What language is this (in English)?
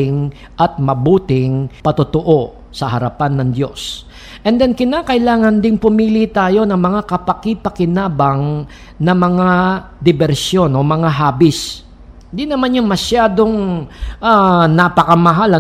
Filipino